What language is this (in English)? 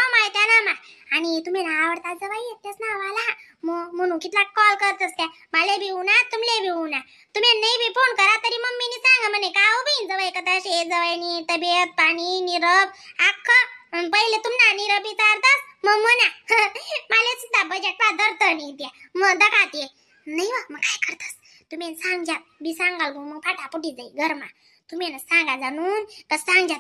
Khandesi